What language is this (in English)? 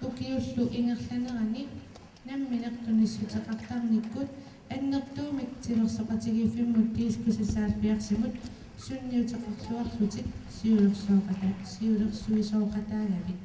Kalaallisut